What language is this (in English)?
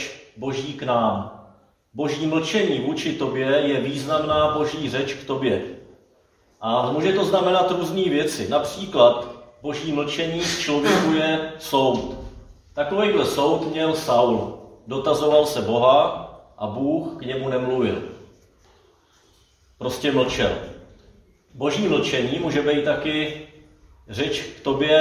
Czech